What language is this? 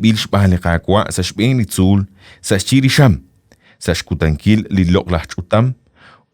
Kekchí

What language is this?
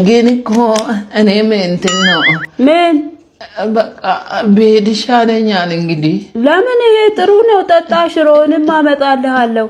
Amharic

